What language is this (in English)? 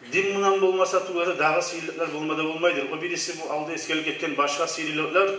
Kumyk